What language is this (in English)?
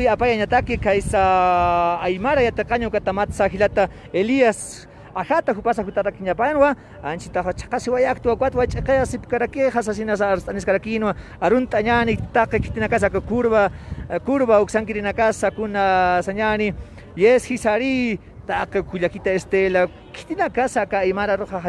Aymara